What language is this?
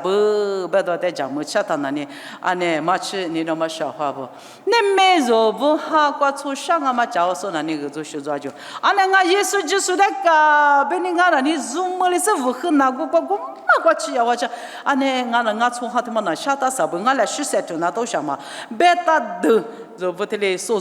Lisu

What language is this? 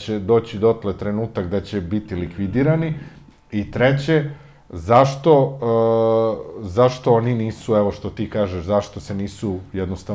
Serbian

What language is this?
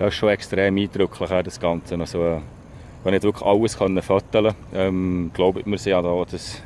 Swiss German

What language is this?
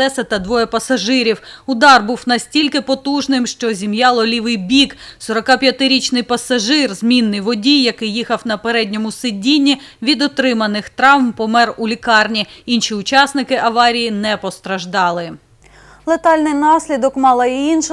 Ukrainian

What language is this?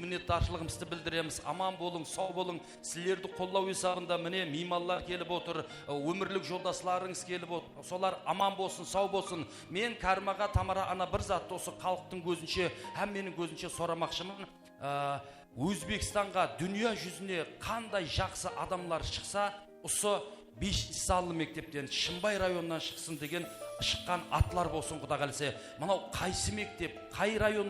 Kara-Kalpak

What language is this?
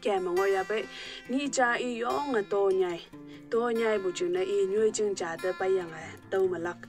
Konyak Naga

